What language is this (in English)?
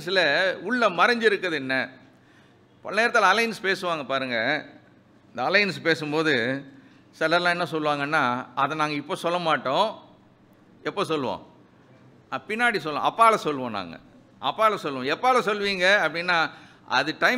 Tamil